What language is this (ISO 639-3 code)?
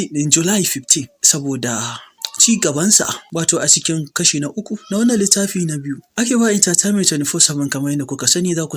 hau